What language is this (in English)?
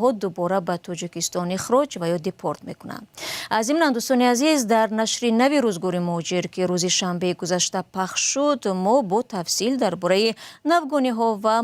Tajik